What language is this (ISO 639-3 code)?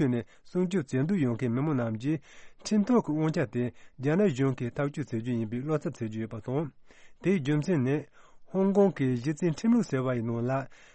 bod